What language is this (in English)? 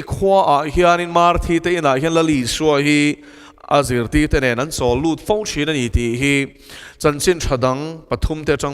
Mizo